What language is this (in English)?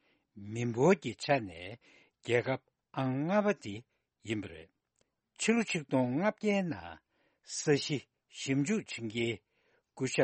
Tibetan